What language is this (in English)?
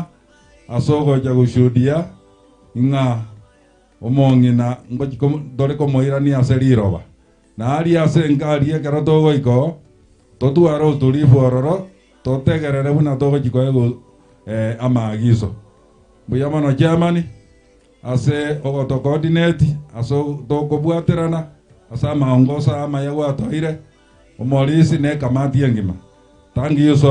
Gusii